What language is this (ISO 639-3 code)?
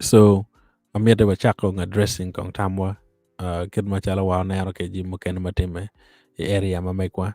ach